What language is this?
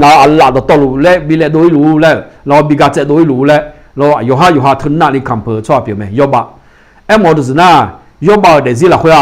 Akha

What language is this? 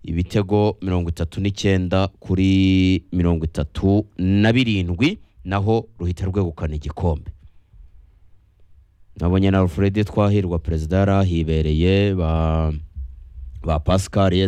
Kinyarwanda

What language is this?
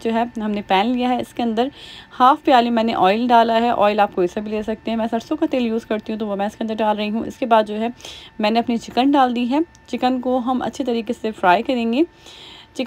Hindi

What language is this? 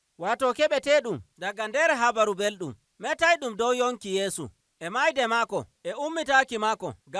Nigerian Fulfulde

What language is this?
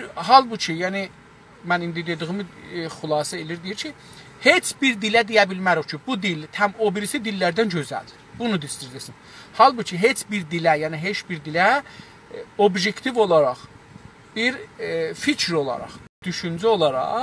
South Azerbaijani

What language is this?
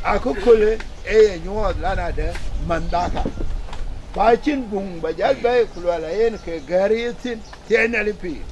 Dinka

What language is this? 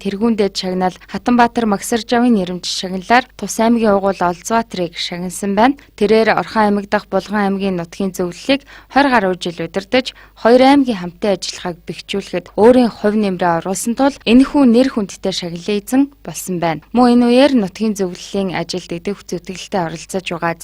Mongolian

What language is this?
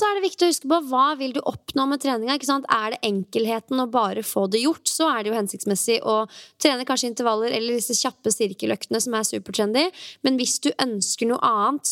Norwegian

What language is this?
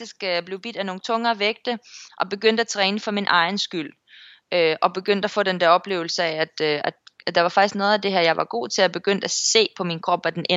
Danish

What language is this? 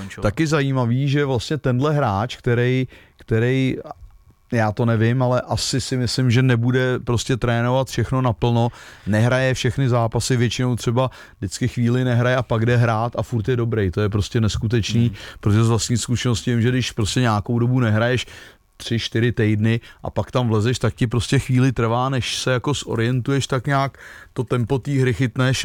Czech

